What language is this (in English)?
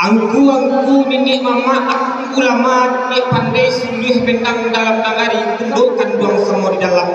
Minangkabau